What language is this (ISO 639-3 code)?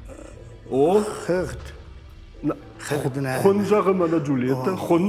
oss